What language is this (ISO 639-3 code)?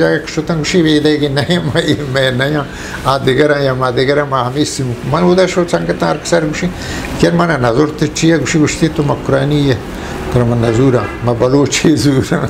bgp